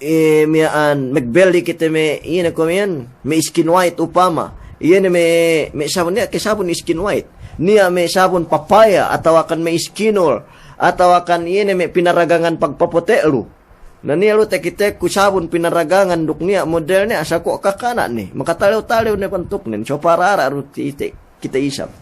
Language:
Yakan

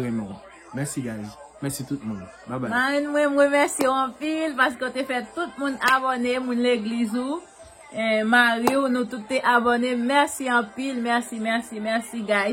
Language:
Haitian Creole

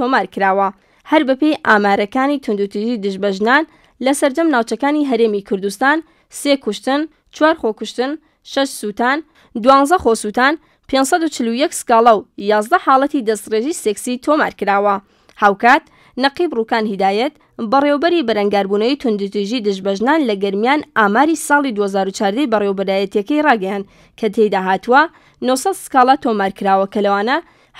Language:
Central Kurdish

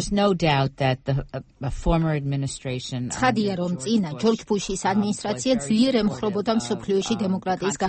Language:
Georgian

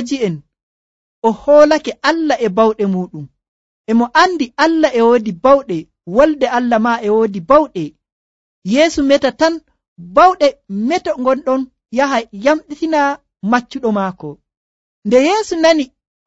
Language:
Nigerian Fulfulde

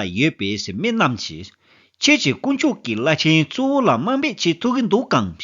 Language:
Tibetan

